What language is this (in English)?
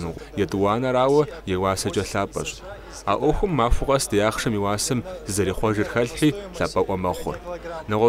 Kabardian